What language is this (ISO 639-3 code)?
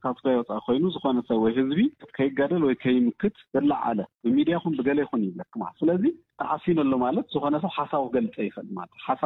tir